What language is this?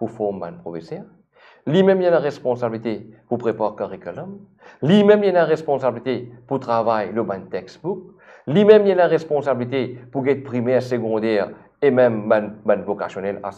Morisyen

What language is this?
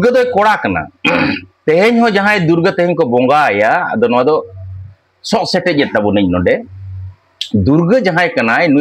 Santali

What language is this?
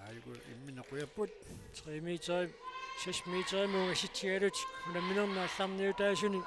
Kalaallisut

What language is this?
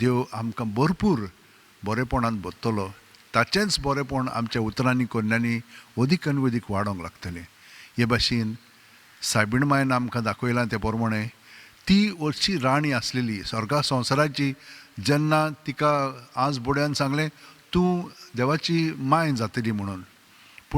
Konkani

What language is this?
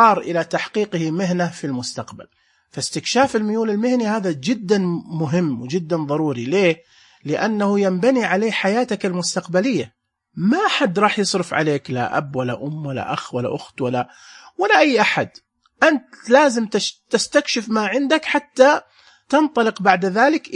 Najdi Arabic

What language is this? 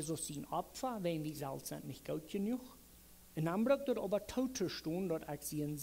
Plautdietsch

